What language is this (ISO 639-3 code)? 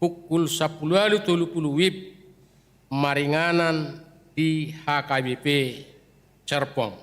bbc